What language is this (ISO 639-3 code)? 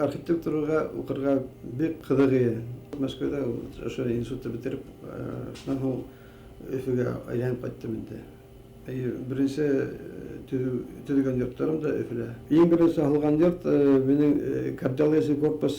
bak